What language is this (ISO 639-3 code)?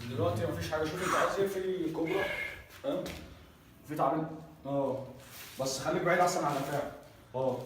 arz